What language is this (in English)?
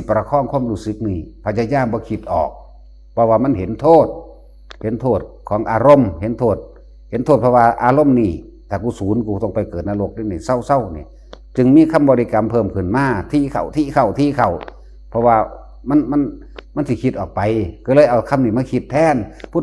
Northeastern Thai